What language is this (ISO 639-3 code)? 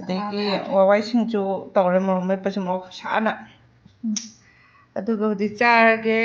mni